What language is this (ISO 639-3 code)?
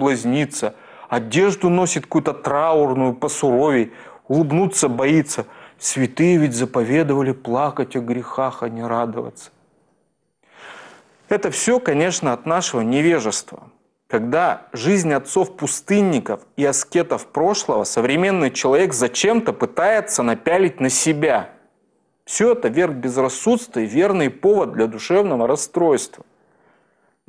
rus